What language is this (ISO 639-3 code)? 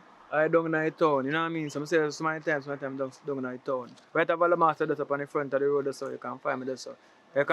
jam